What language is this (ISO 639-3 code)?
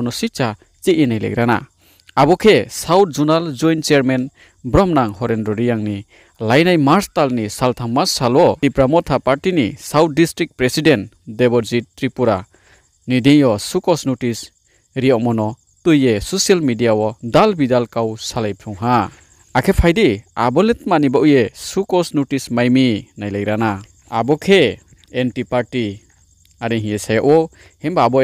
ria